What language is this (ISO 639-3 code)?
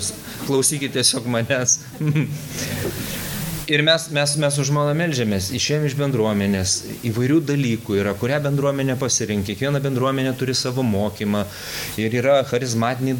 lit